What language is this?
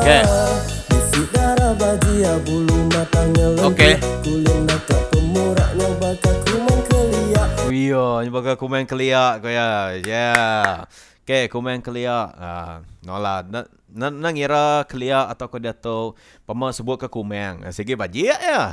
Iban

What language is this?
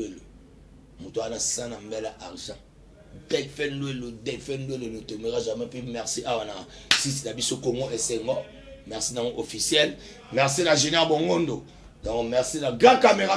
Lingala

